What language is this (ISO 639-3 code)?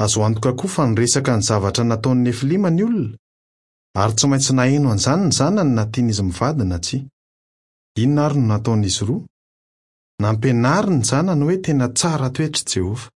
mlg